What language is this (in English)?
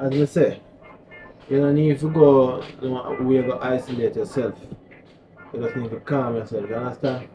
Jamaican Creole English